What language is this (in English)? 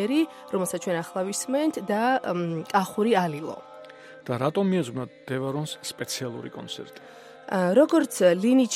Georgian